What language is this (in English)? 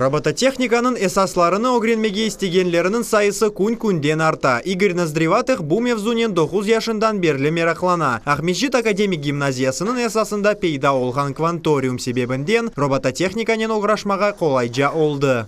Crimean Tatar